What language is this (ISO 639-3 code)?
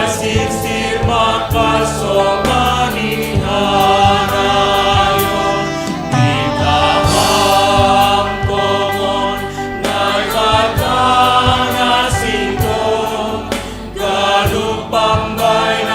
bts